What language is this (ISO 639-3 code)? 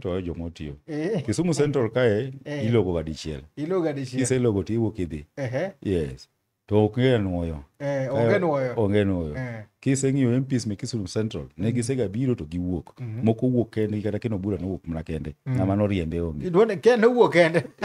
luo